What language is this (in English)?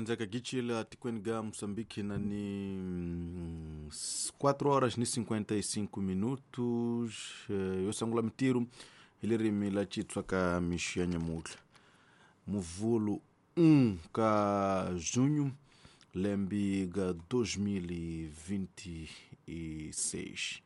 Tsonga